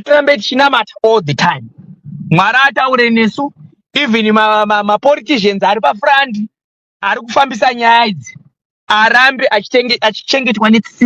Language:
Shona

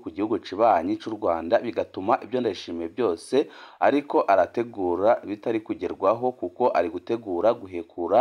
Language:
Rundi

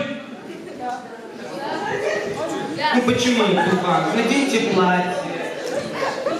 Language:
Russian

